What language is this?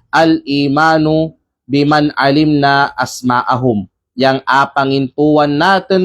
Kalagan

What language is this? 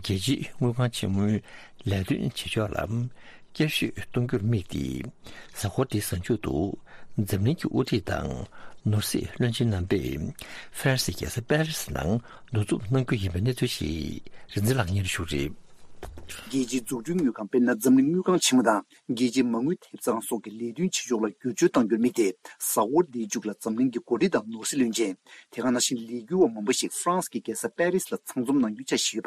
Tibetan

